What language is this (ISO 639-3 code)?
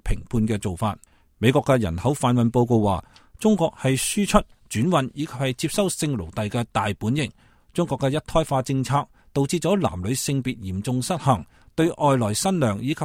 yue